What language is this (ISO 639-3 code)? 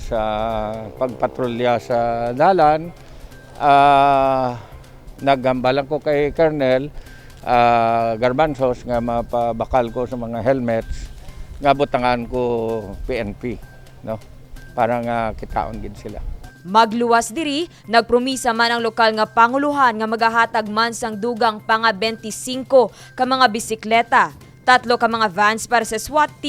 hil